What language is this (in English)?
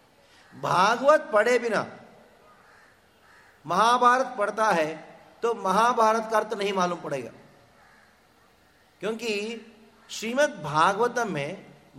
Hindi